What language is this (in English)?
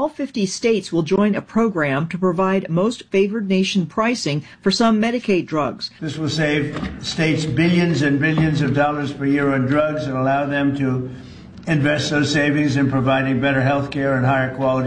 English